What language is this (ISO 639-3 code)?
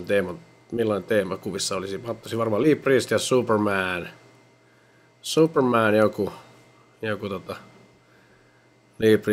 fin